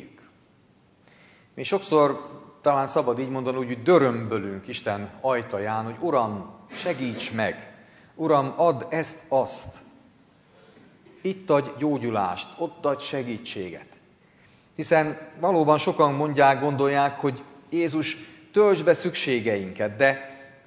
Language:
Hungarian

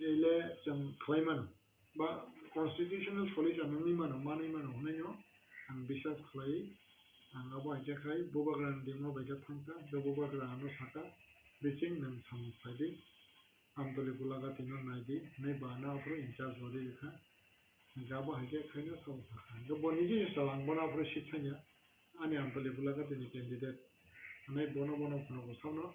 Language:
Kok Borok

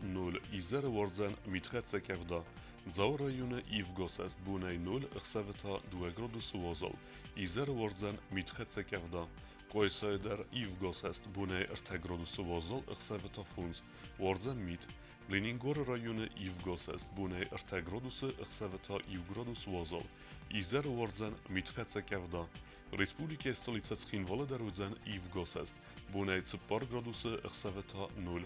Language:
Ossetic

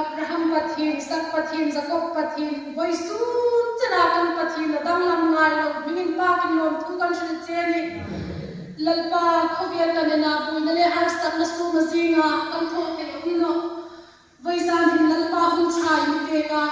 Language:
Hmar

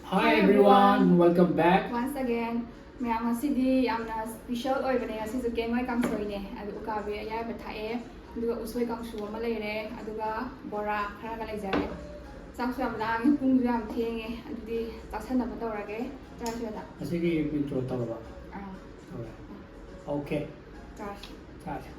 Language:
Manipuri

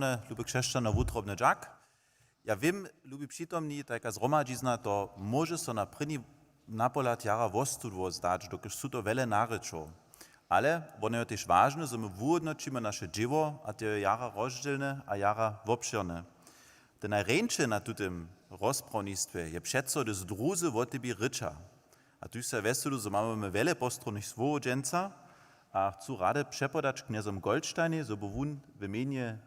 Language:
Upper Sorbian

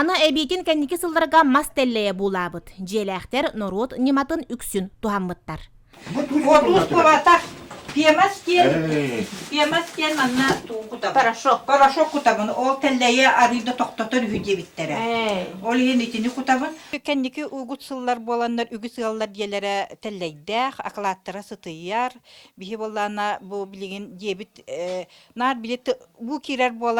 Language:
Yakut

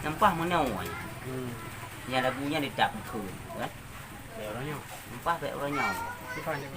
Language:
Achinese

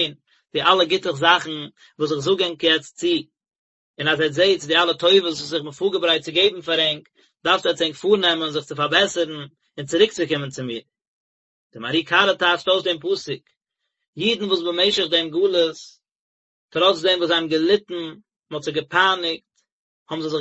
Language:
Yiddish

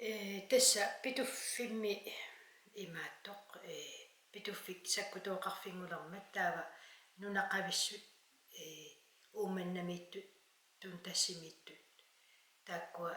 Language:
Kalaallisut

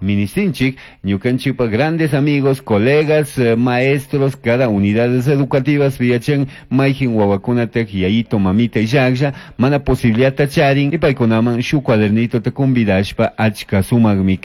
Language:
Chimborazo Highland Quichua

